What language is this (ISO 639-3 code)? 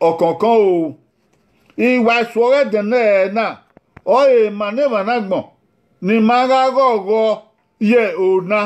bin